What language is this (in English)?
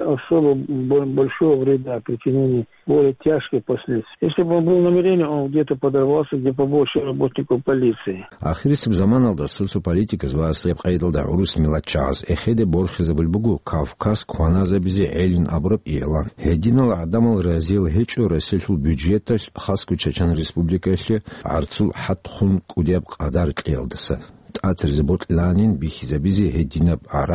Avaric